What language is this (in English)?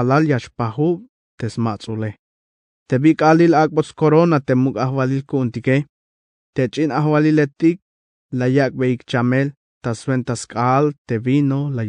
Tzeltal